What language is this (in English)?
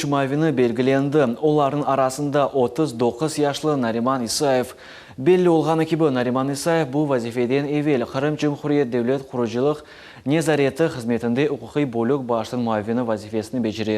Crimean Tatar